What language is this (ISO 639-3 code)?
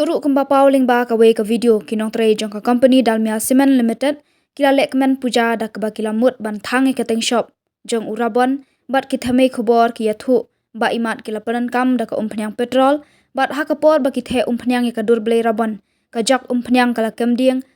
kha